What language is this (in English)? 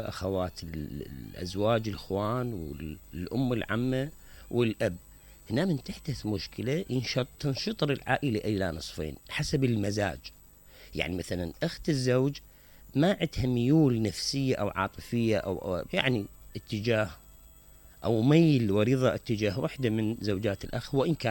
Mesopotamian Arabic